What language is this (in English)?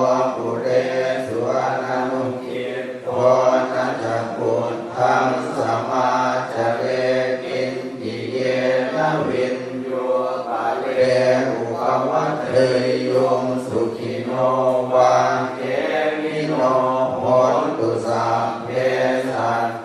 Pali